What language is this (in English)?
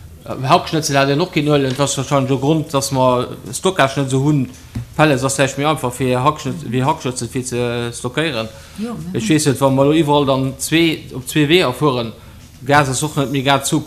Luxembourgish